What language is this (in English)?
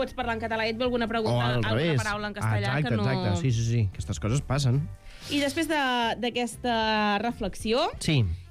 Catalan